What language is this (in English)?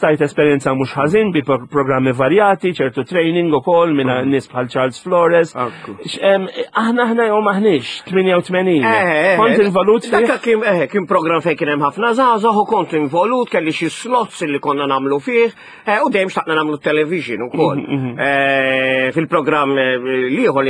Maltese